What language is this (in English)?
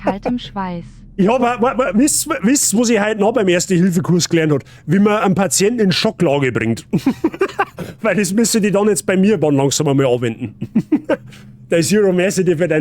Bavarian